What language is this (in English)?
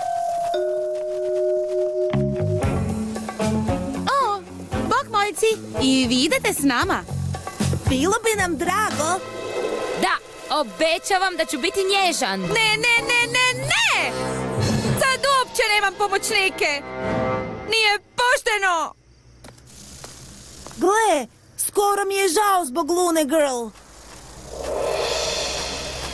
Croatian